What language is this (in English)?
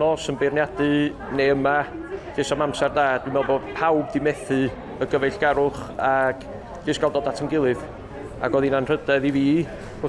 Welsh